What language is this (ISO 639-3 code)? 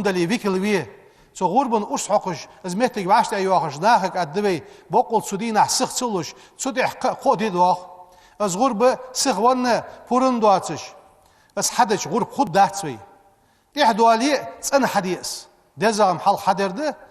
inh